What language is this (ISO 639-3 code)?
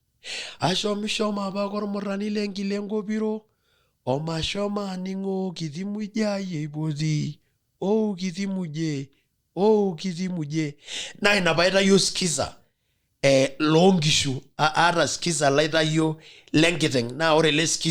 mas